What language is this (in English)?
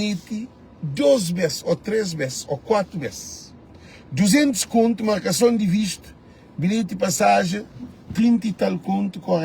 Kabuverdianu